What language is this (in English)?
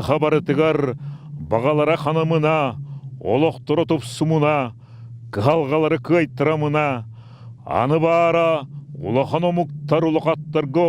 Yakut